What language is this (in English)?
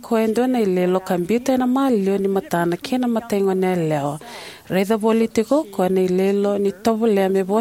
Fijian